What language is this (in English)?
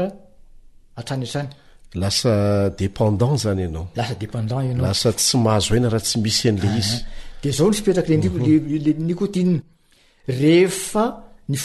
Malagasy